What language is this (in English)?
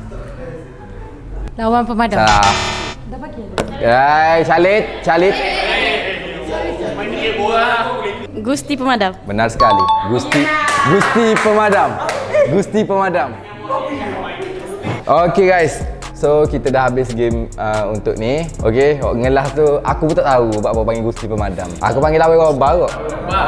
Malay